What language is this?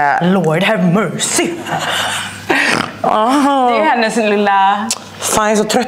Swedish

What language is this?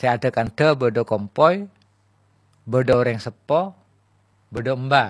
Madurese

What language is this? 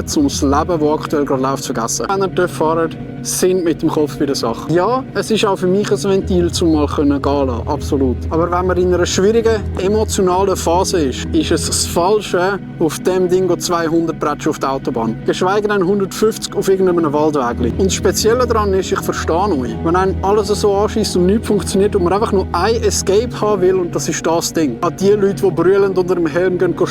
Swiss German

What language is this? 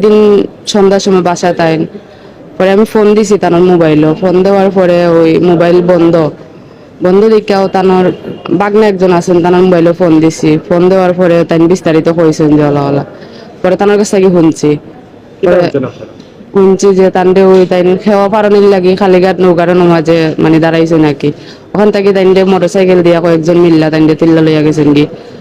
Sylheti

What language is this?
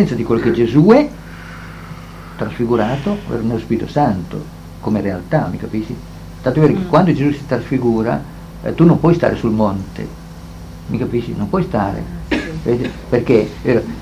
Italian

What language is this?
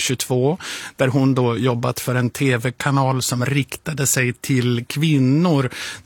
Swedish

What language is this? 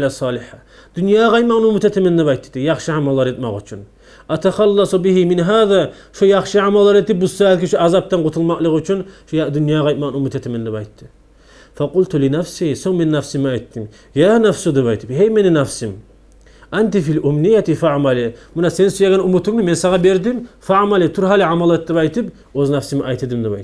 Kumyk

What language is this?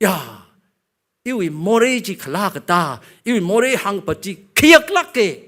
Tangkhul Naga (India)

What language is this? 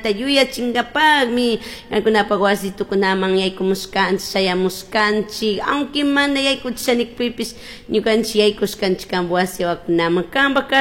Chimborazo Highland Quichua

